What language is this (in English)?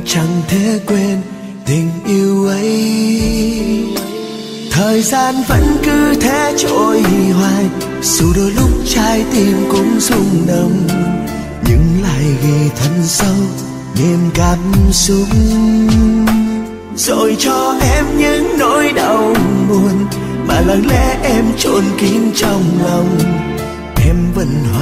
Vietnamese